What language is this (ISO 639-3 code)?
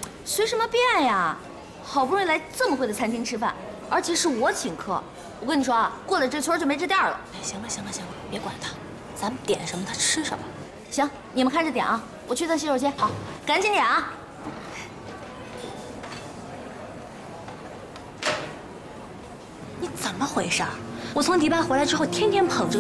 zho